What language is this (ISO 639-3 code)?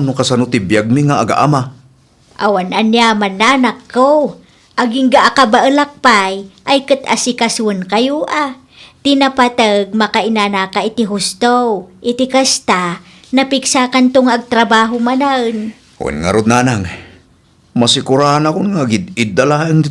ilo